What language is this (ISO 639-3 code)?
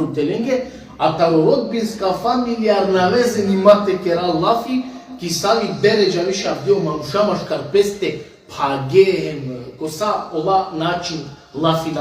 rmn